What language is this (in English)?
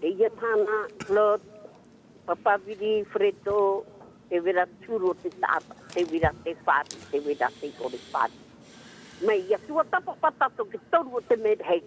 Tahitian